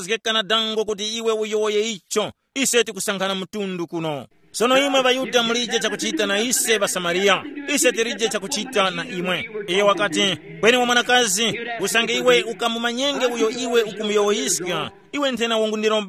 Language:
Tumbuka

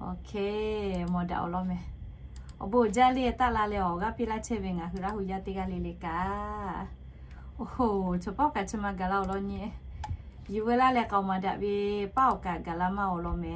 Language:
Lahu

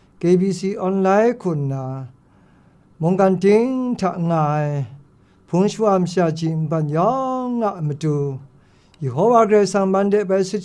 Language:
Kachin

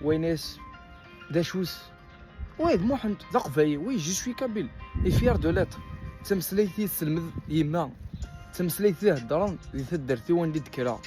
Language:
Kabyle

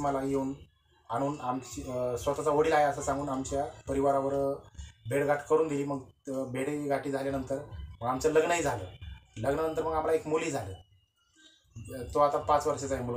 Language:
Marathi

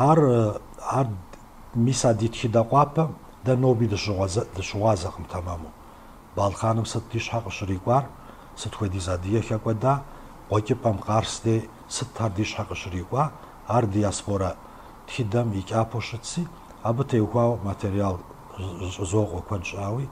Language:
Kabardian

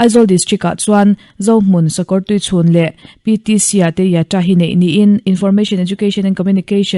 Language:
Mizo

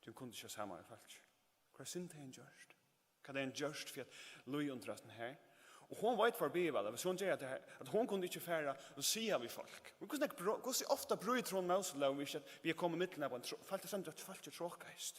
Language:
Faroese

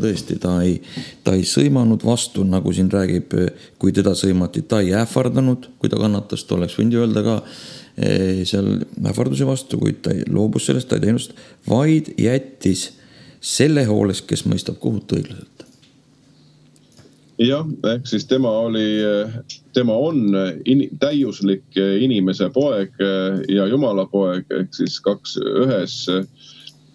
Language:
Estonian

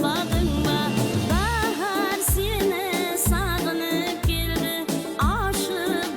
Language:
Kara-Kalpak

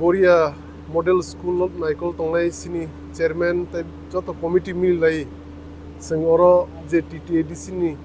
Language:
Kok Borok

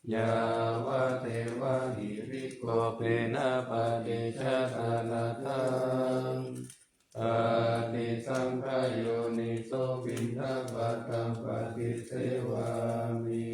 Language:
Pali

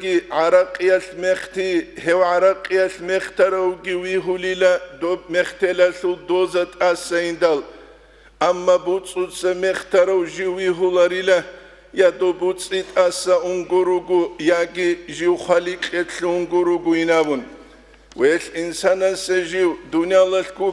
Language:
Avaric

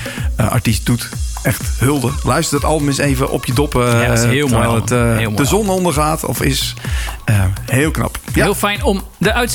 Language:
Dutch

